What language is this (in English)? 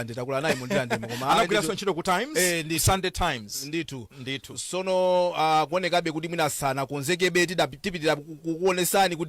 Nyanja